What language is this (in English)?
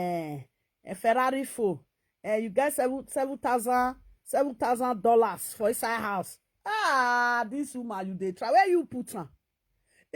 Nigerian Pidgin